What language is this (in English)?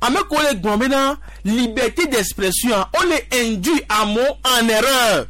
Gen